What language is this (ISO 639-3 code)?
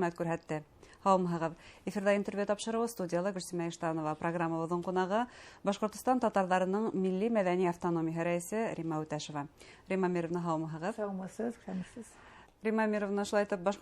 bak